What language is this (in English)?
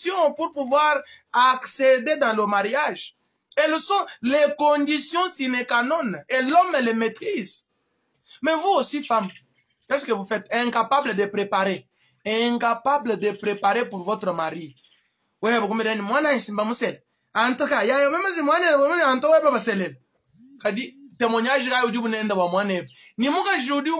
Luba-Lulua